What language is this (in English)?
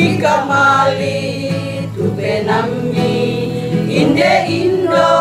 Toraja-Sa'dan